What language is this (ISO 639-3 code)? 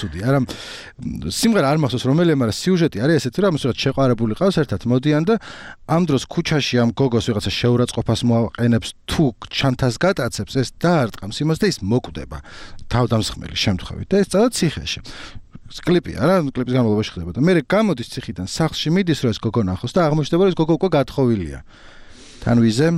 kat